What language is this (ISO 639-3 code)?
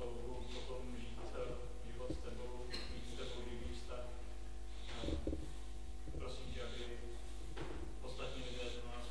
ces